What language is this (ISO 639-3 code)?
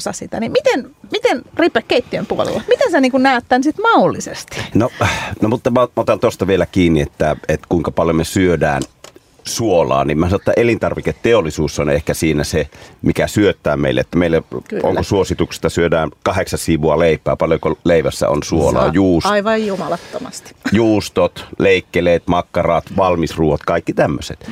fin